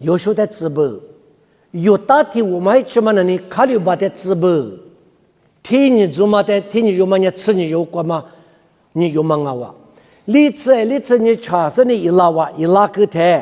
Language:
Lisu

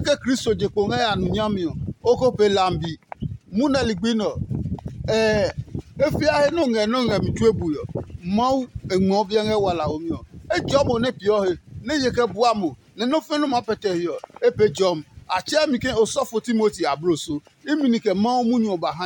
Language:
Adangme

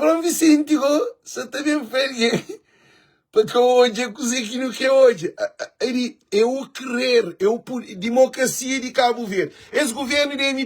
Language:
Kabuverdianu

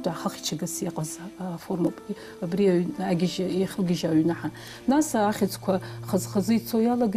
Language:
Abkhazian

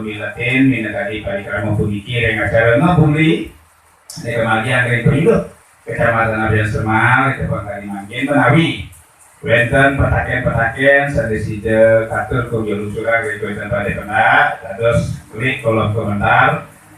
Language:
Balinese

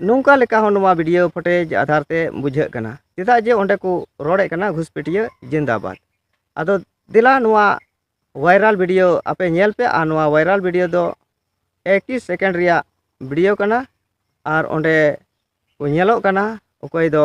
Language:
Santali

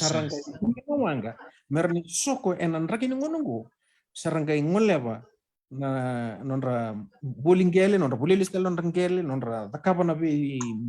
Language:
Fijian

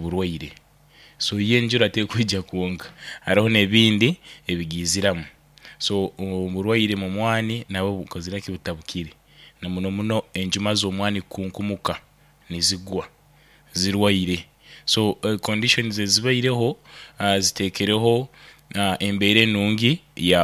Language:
Nyoro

